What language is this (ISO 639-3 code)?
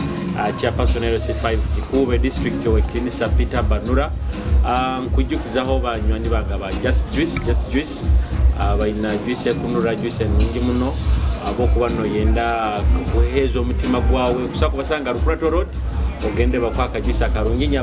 nyo